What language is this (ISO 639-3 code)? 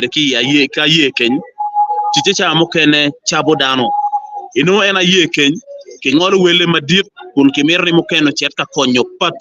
ach